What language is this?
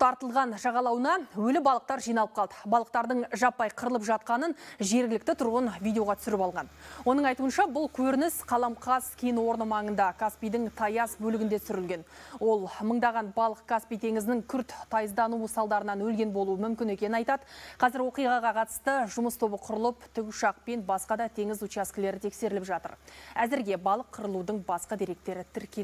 Kazakh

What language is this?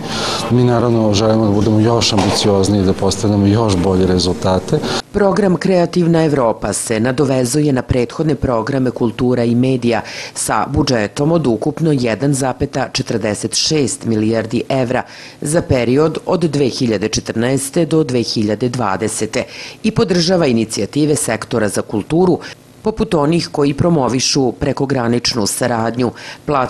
Serbian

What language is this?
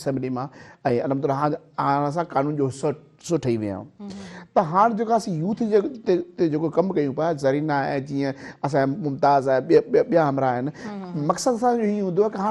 Sindhi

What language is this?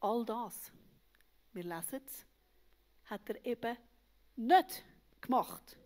Swiss German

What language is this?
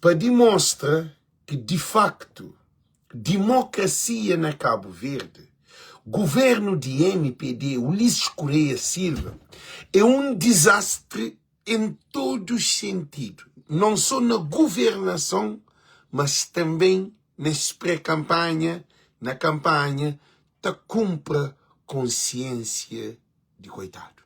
Kabuverdianu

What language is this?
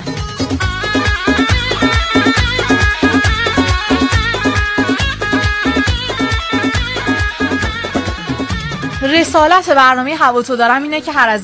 Persian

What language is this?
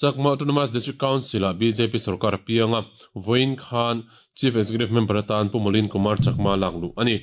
Mizo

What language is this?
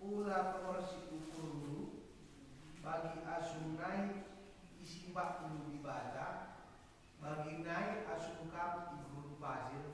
Batak Karo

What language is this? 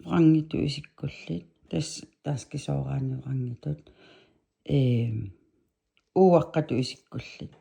Kalaallisut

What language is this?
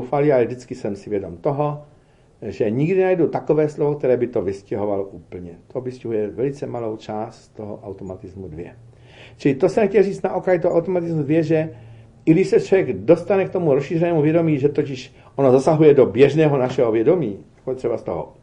Czech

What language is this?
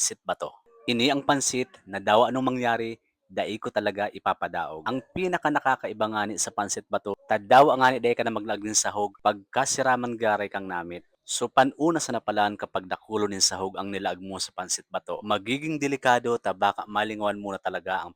Bikol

